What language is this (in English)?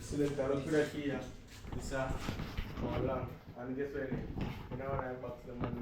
Jamaican Creole English